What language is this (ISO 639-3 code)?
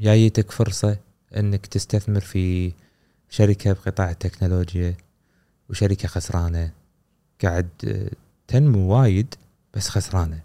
afb